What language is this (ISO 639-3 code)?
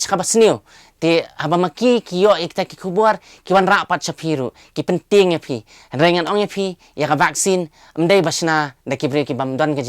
kha